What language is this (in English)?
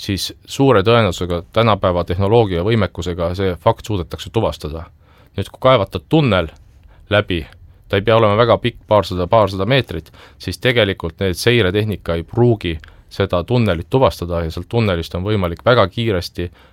Estonian